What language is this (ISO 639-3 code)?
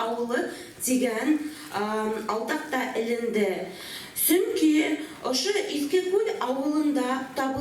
bak